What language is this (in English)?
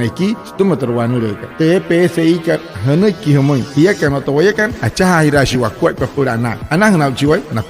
Wayuu